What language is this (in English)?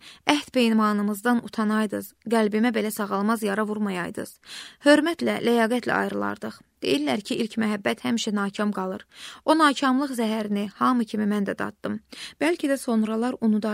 Azerbaijani